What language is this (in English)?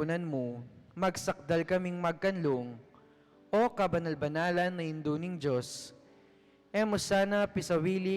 Pampanga